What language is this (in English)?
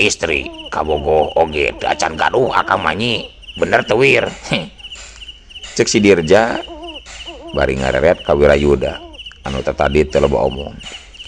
Sundanese